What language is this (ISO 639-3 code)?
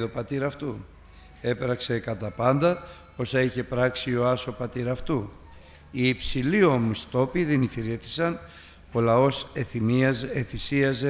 ell